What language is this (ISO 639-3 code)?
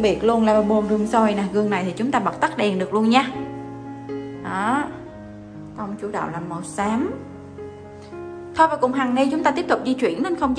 vie